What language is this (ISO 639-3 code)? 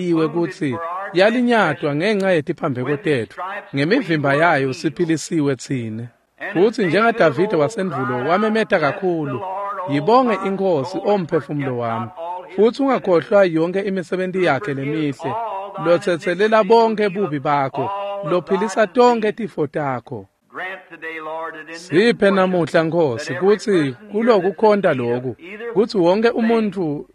ssw